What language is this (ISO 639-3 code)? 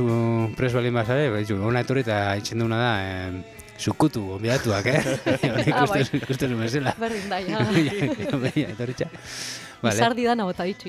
eus